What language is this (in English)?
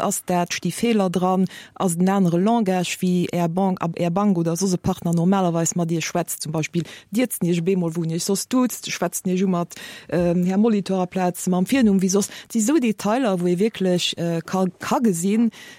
Luxembourgish